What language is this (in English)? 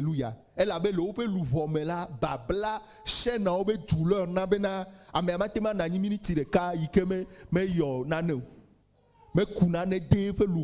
Ewe